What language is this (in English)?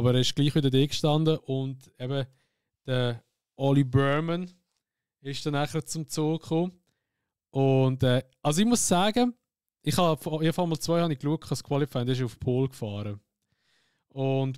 Swiss German